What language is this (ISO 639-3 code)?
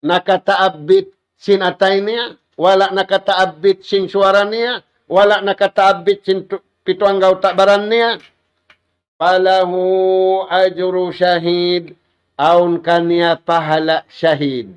tsg